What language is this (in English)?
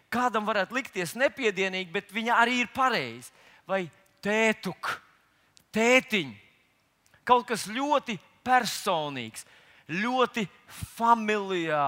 Latvian